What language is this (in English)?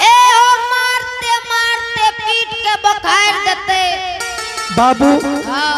Angika